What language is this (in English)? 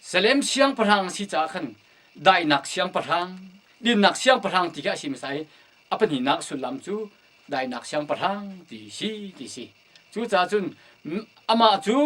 Hakha Chin